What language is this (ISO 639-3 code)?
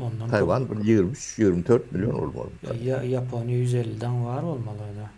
tuk